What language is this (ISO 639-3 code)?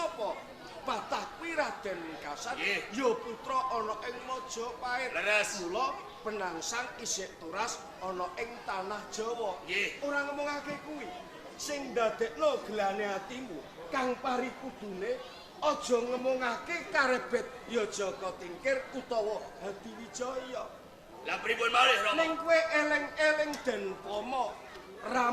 jav